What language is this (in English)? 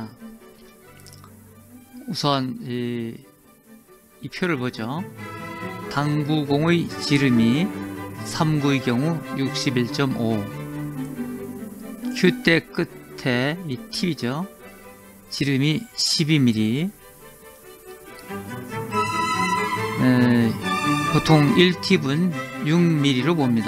Korean